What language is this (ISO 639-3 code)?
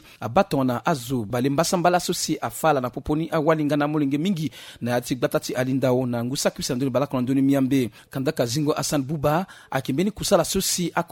sag